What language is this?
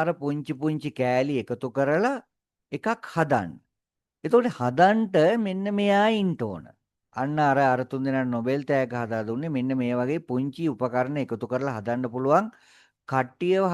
Sinhala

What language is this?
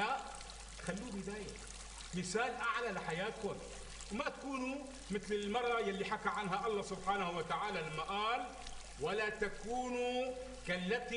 North Levantine Arabic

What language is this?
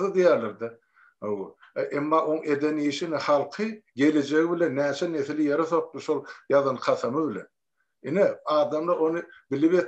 Turkmen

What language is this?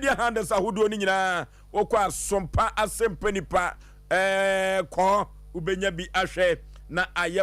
Akan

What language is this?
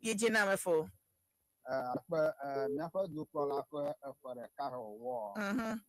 Ewe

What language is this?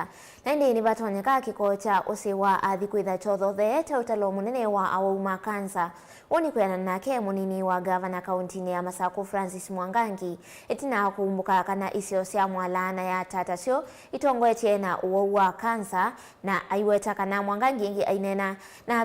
Kamba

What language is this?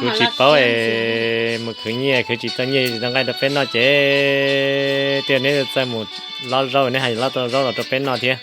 Hmong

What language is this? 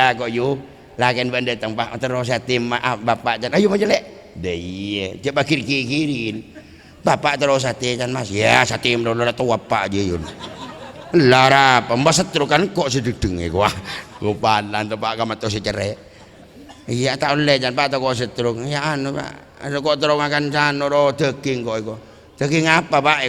Madurese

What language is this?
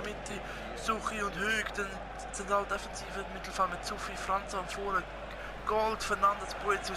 Swiss German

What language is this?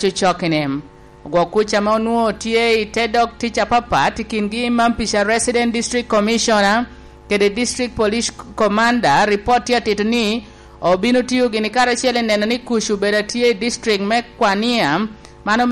Lango (Uganda)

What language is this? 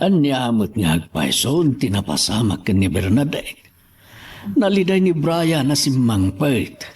Iloko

